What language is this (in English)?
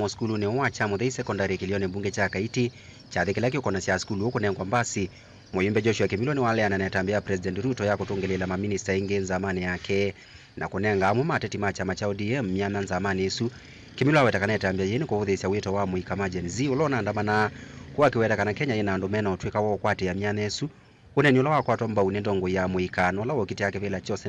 Kamba